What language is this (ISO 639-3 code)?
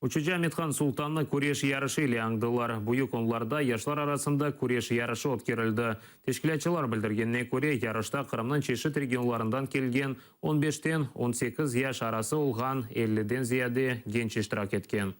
crh